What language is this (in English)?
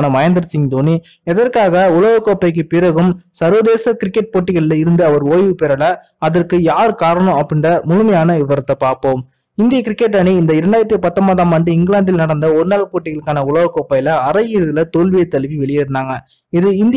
Tamil